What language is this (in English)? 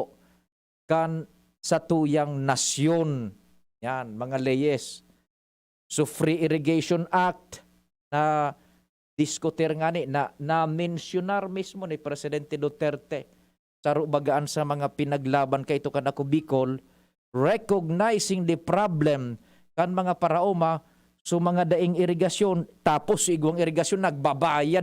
Bikol